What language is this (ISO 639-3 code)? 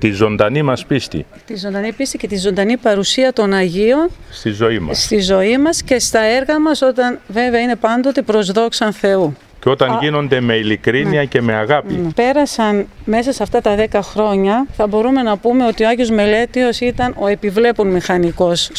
ell